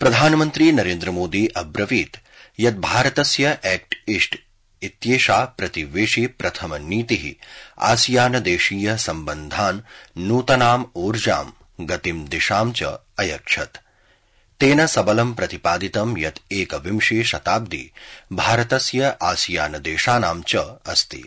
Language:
Sanskrit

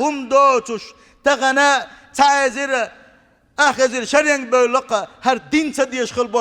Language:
Chechen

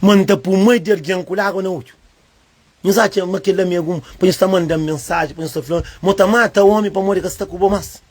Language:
Kabuverdianu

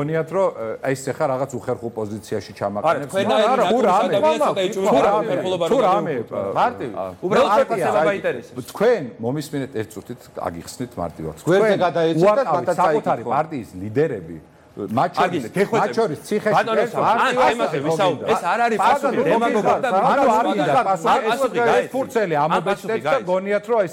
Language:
Georgian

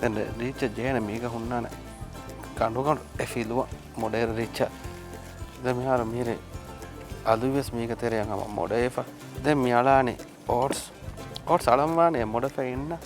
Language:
Divehi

